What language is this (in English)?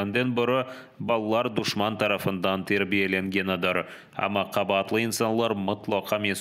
Crimean Tatar